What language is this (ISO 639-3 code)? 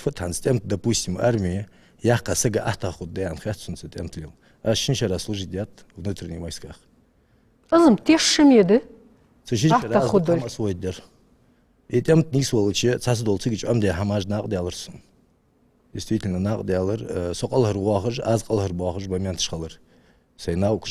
inh